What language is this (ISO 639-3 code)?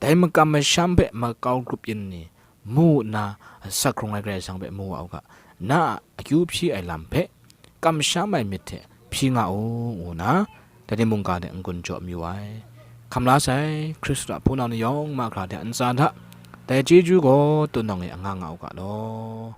kac